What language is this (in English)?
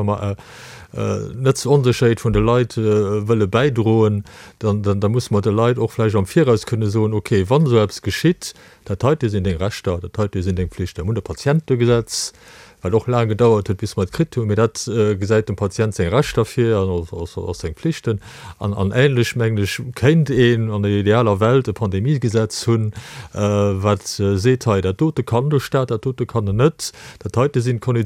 Luxembourgish